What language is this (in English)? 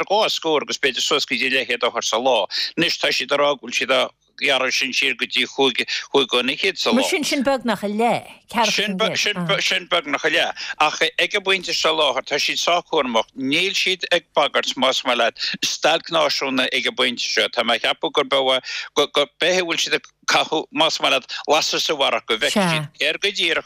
Irish